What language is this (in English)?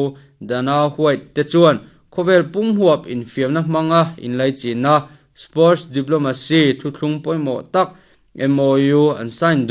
Mizo